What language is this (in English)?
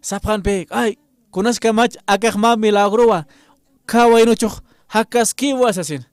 Aymara